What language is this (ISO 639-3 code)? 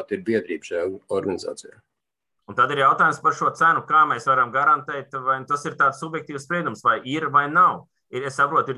lav